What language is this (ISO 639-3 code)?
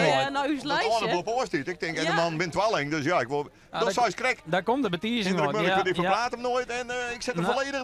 fry